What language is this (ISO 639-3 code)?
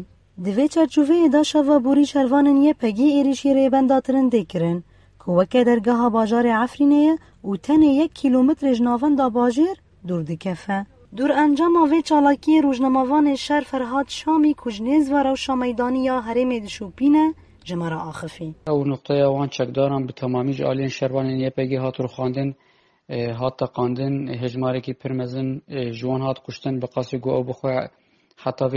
kur